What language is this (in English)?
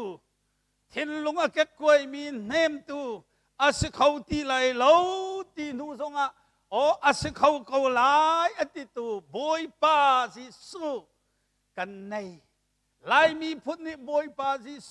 Hakha Chin